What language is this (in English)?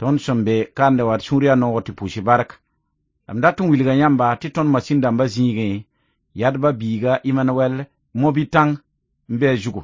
Mossi